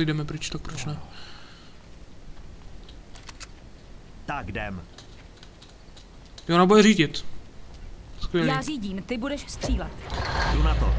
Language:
Czech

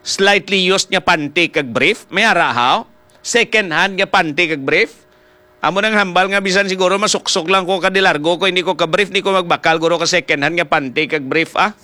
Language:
Hiligaynon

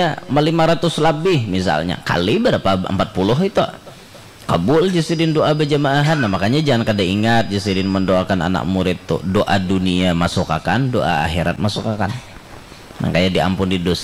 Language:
Banjar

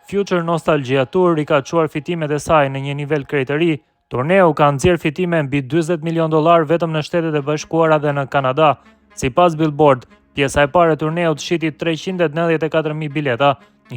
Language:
Albanian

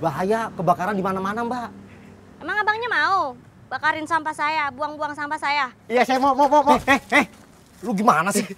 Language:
Betawi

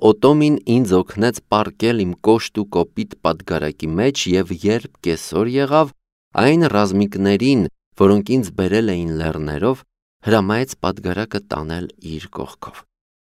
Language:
Armenian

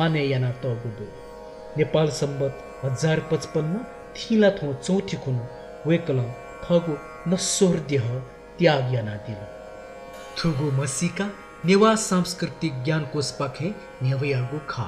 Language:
Newari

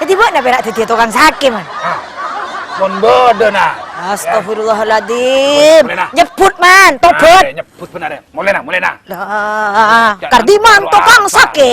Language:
Madurese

